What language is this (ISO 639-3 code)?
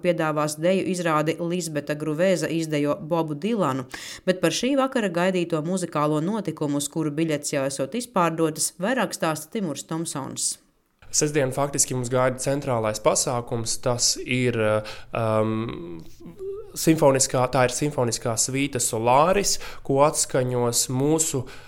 lav